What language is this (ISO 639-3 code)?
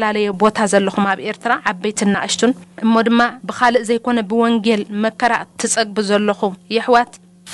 tir